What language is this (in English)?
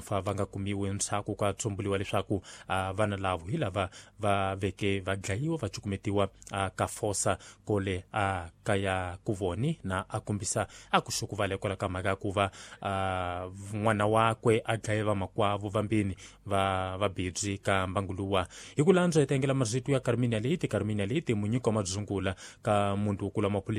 Tsonga